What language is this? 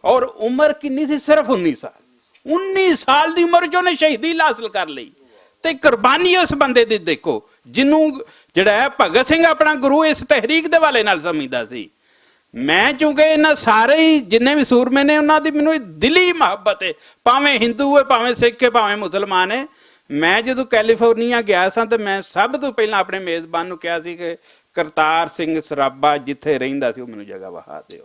Western Panjabi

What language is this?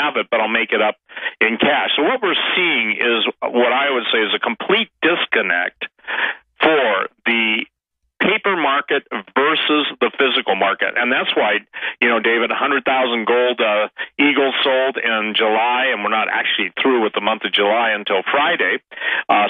English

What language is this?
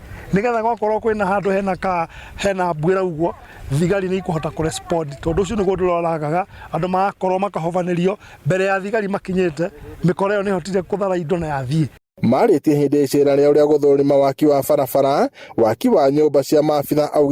Kikuyu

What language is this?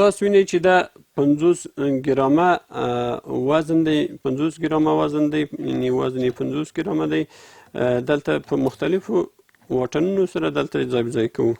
Pashto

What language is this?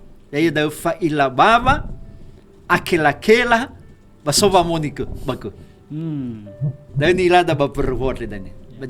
Nias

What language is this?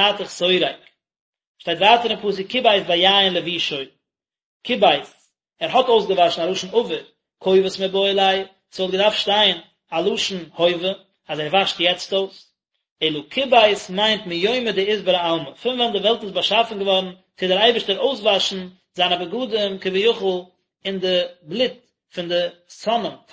Yiddish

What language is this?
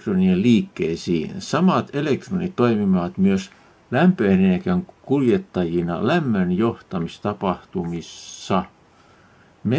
Finnish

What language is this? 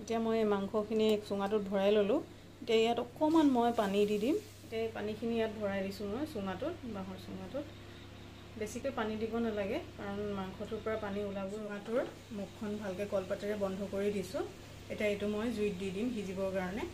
Assamese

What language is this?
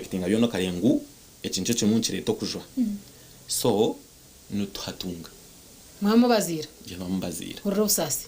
Nyankole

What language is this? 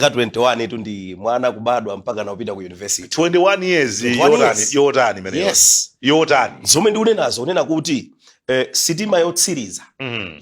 Nyanja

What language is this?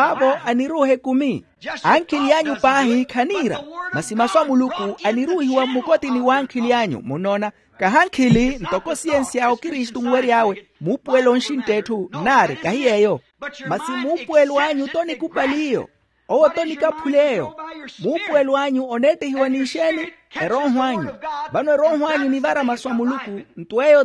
Makhuwa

